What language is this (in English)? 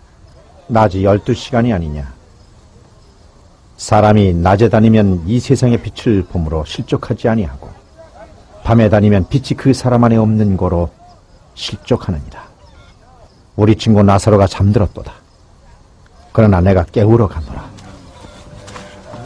Korean